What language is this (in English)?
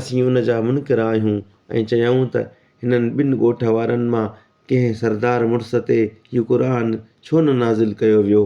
Sindhi